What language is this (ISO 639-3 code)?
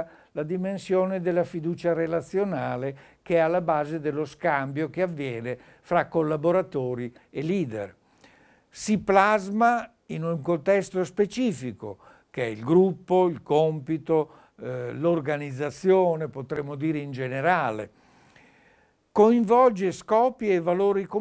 ita